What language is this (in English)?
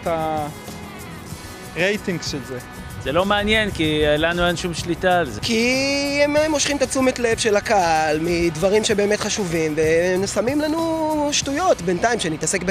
Hebrew